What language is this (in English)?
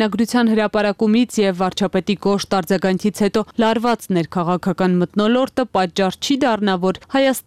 Armenian